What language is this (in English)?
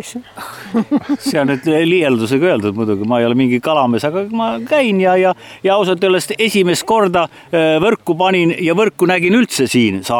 Estonian